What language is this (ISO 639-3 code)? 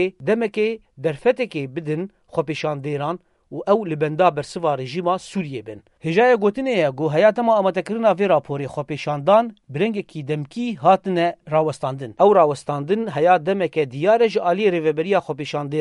kur